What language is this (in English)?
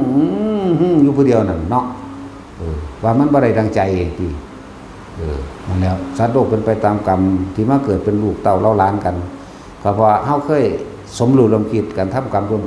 Northeastern Thai